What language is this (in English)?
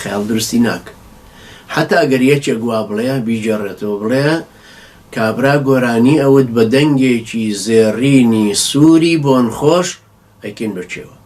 Central Kurdish